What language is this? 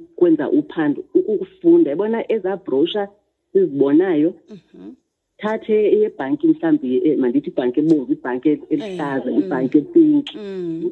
Xhosa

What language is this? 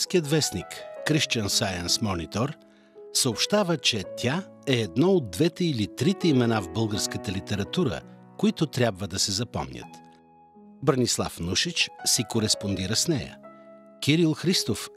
Bulgarian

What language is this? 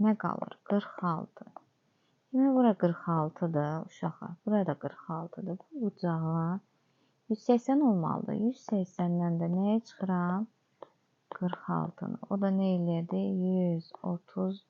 Azerbaijani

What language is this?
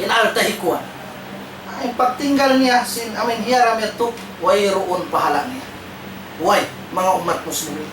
Tausug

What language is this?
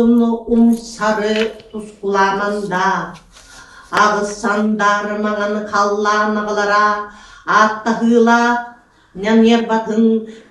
Yakut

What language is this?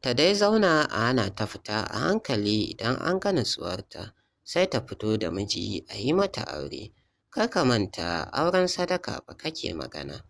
Hausa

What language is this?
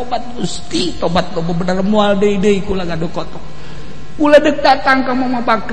Sundanese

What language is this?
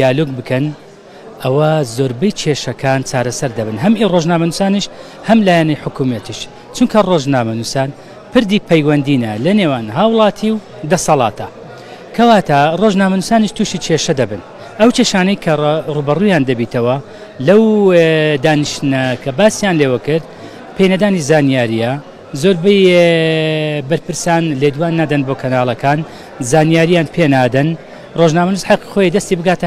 Central Kurdish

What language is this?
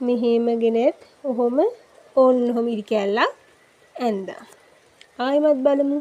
Sinhala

